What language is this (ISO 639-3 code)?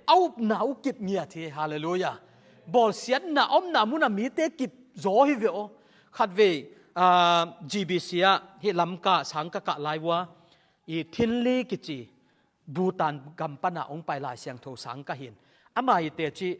ctd